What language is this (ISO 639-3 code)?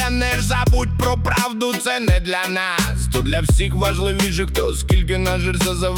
ukr